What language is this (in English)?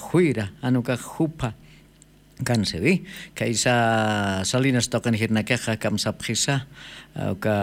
Aymara